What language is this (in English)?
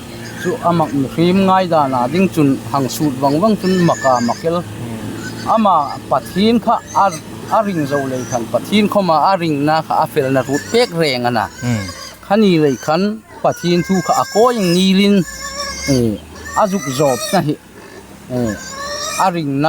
Hmar